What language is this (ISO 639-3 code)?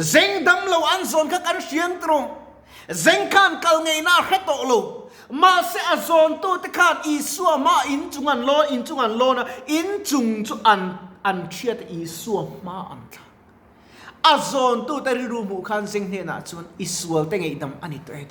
lus